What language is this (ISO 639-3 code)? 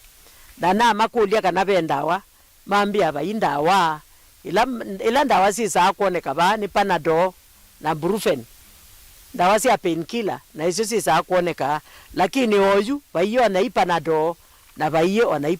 kam